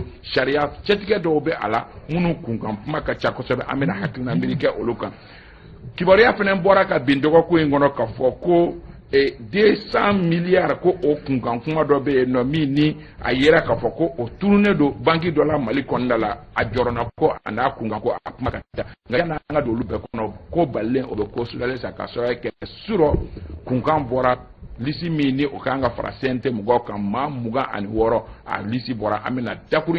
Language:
Bambara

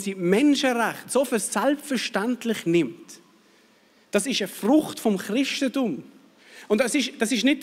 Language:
Swiss German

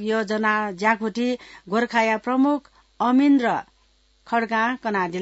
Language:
Newari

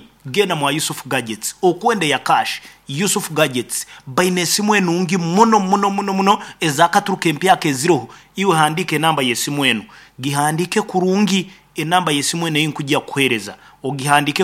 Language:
Nyankole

